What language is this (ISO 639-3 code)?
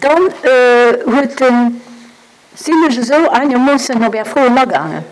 ltz